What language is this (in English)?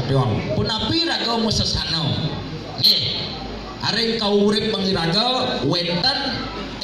Balinese